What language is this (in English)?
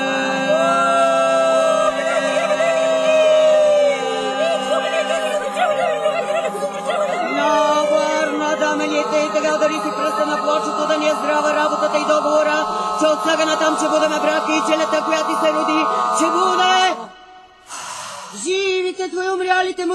Bulgarian